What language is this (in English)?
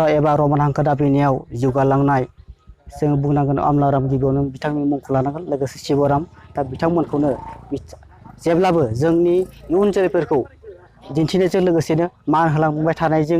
Bodo